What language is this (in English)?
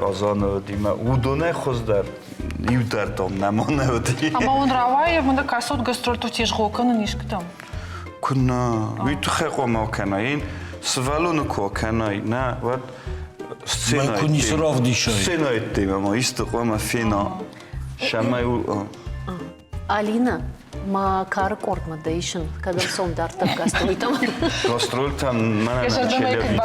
Ossetic